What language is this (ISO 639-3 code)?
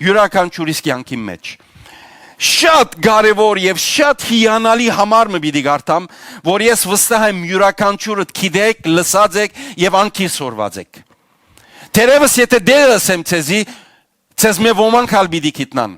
hyw